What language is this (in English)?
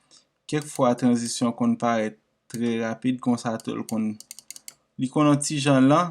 Haitian Creole